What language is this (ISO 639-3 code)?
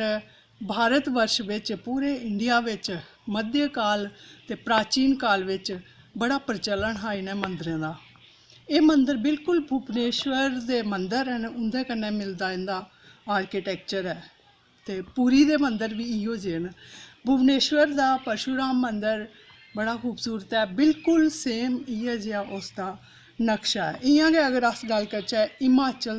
doi